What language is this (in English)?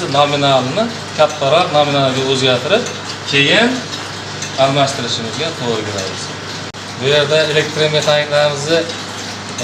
Uzbek